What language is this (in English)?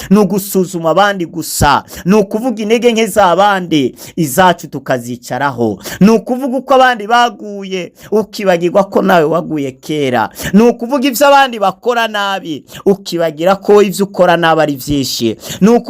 Rundi